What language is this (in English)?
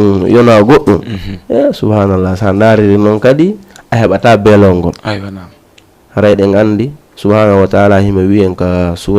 Fula